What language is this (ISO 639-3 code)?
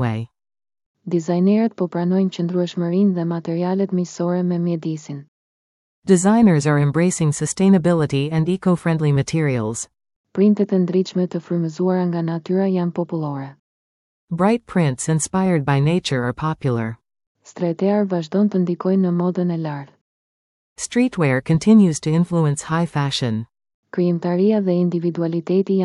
sqi